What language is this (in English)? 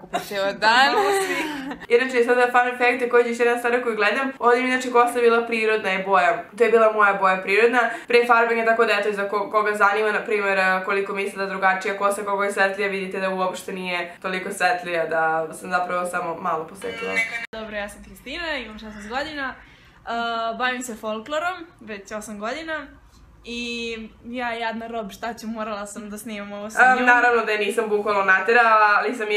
Serbian